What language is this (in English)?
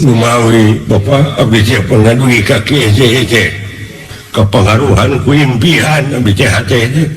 Sundanese